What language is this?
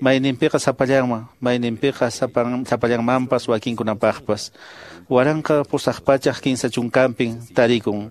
Quechua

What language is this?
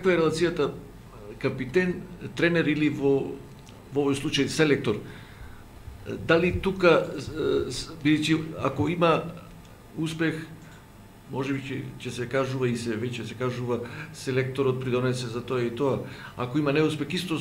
Macedonian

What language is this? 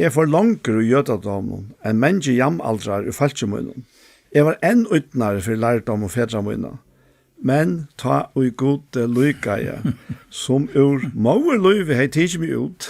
Faroese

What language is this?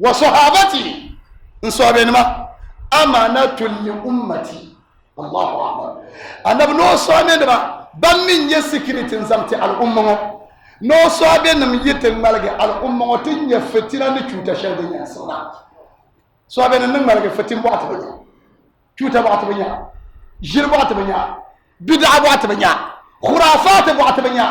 Dagbani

